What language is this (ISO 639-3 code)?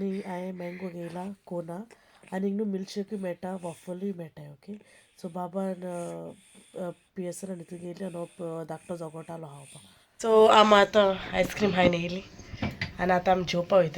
kok